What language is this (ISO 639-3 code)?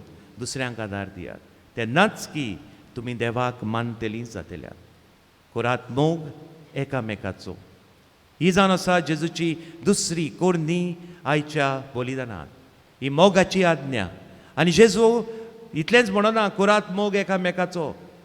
kok